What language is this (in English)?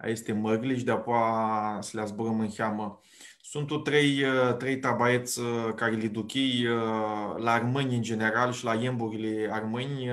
Aromanian